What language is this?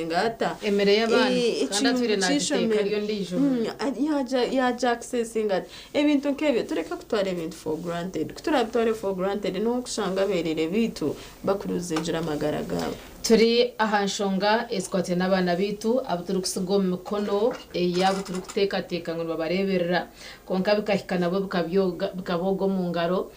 Nyankole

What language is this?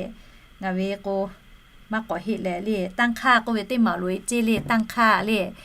Lahu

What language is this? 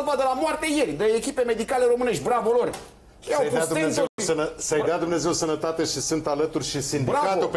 Romanian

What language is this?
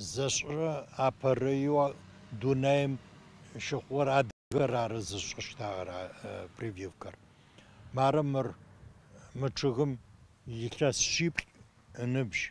Adyghe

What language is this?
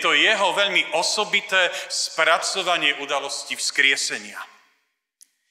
Slovak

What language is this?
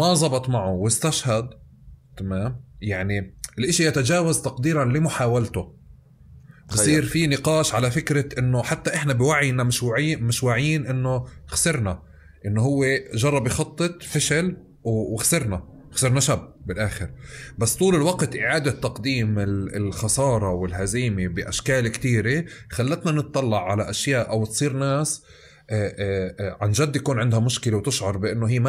North Levantine Arabic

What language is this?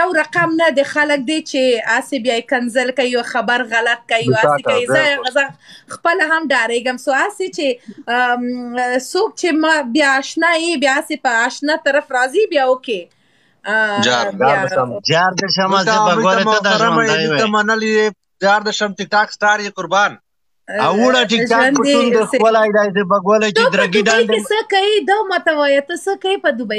Pashto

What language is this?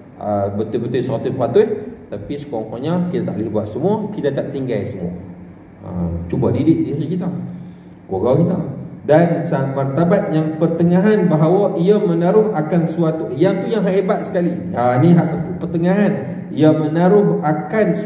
Malay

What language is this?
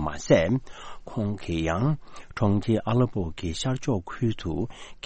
Tibetan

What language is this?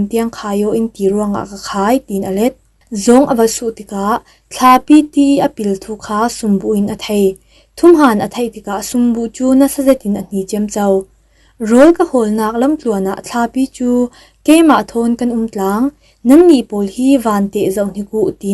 Falam Chin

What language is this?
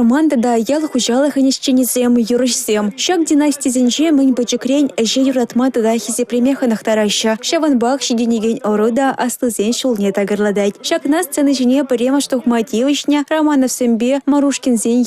Chuvash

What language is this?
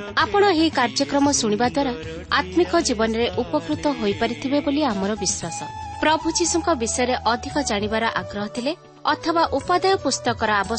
Odia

